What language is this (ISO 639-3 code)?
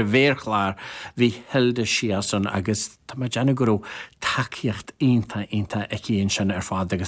gle